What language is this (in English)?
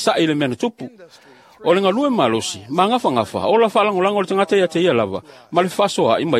Samoan